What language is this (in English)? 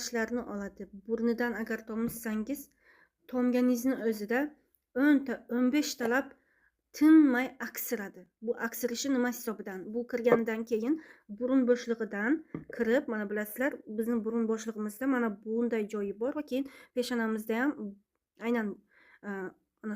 Uzbek